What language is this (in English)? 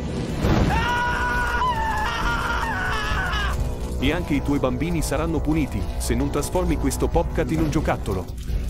Italian